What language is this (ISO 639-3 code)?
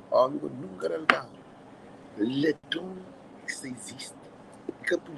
kea